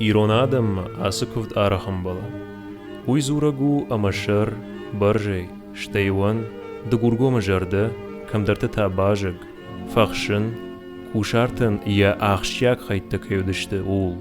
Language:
Ossetic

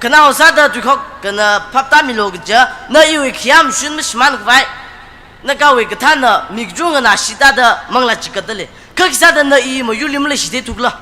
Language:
Tangkhul Naga (India)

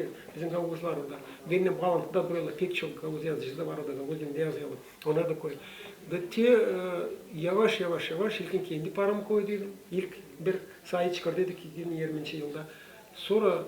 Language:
Gagauz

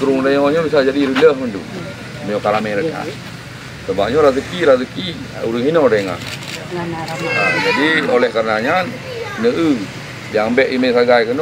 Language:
Achinese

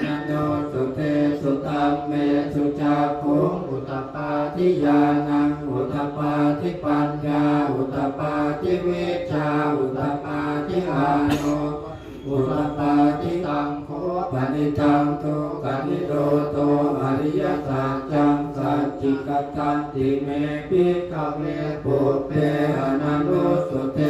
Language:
Pali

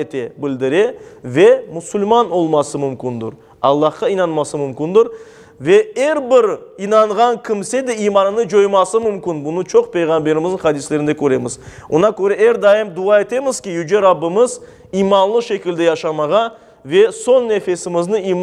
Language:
Crimean Tatar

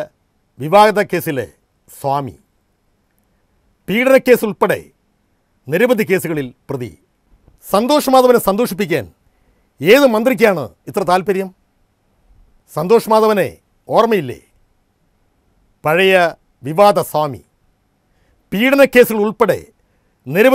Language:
Malayalam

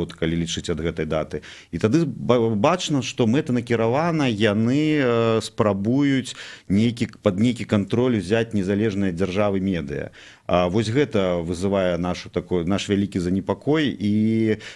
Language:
Belarusian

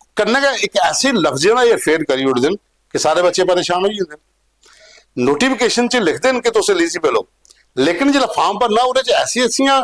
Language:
Dogri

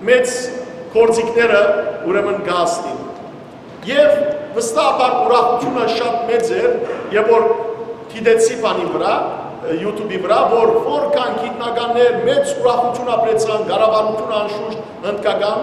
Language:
Western Armenian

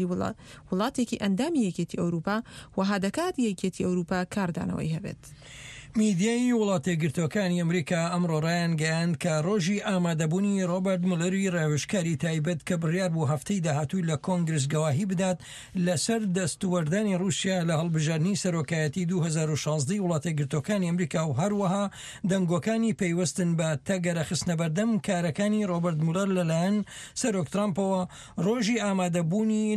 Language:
Central Kurdish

